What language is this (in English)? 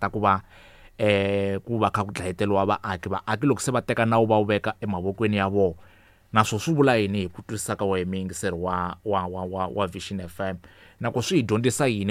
Tsonga